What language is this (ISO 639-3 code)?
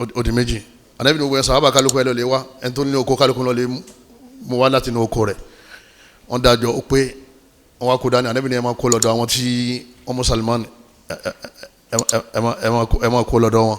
yor